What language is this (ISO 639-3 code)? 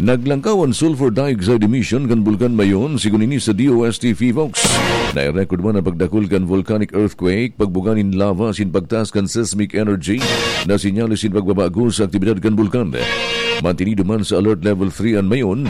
bik